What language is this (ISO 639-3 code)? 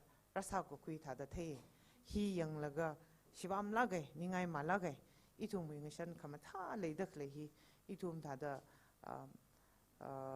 nmf